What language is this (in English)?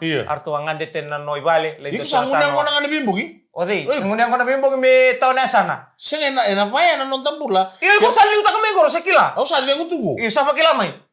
Fijian